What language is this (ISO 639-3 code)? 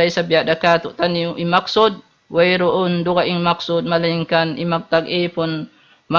tsg